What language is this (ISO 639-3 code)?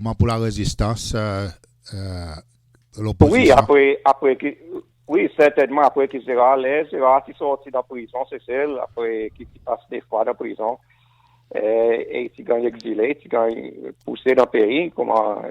crs